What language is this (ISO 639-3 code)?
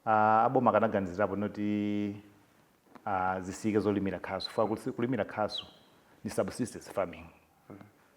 nya